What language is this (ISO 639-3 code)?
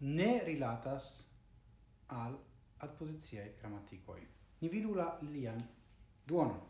epo